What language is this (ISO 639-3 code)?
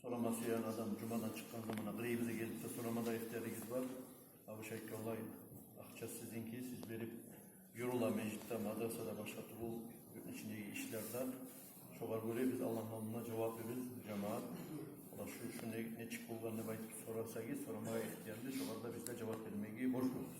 kum